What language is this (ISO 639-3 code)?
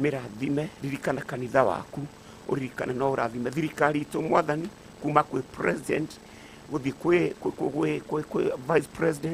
kik